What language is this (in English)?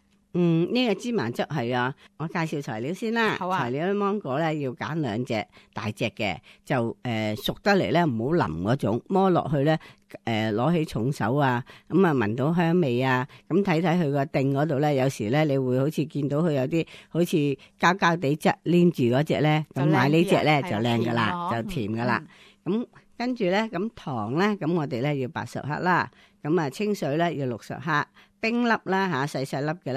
Cantonese